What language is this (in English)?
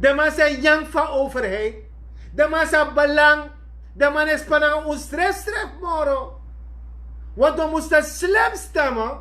Sranan Tongo